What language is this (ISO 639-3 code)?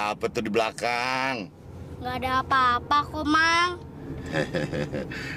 ind